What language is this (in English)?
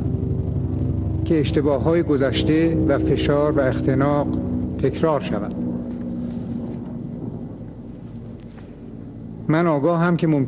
Persian